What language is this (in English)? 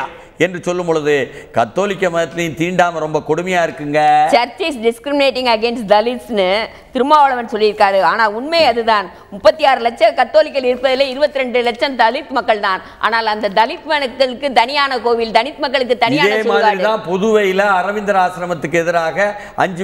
Tamil